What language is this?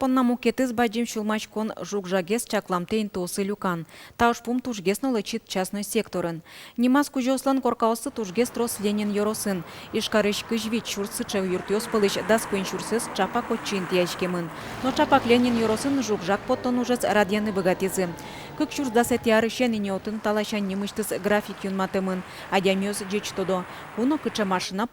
Udmurt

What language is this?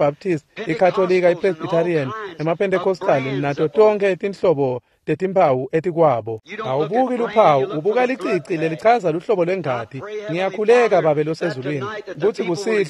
Swati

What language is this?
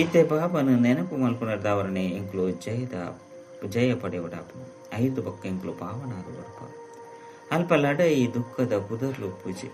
Tulu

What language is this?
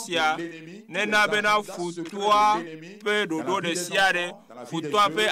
Ewe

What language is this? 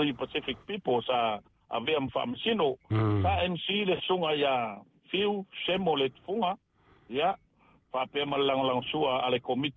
Samoan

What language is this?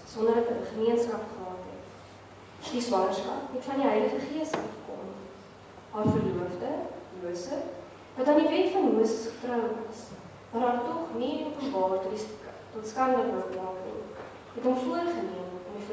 Afrikaans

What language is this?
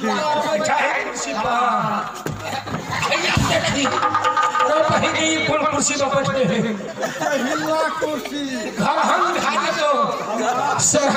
Maithili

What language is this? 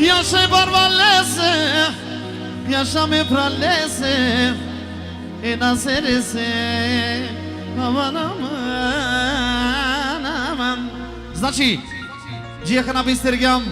Romany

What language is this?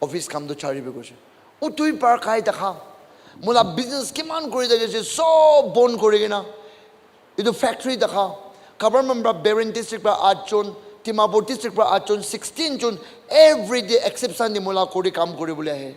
Naga Pidgin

